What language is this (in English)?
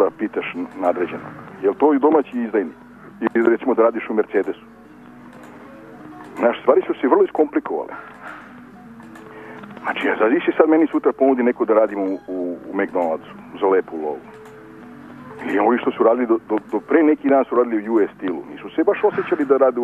Serbian